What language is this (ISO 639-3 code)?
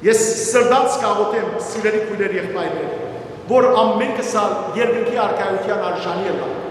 hyw